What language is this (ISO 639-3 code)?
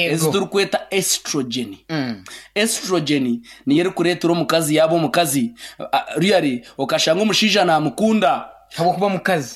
nyn